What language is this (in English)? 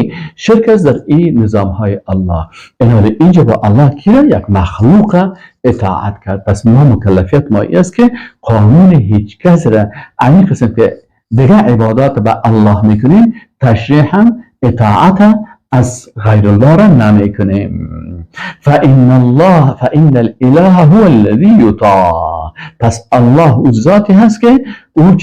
Persian